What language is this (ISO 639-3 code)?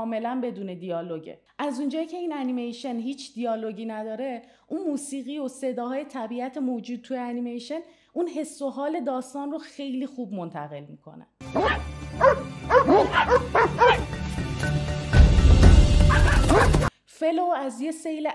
fas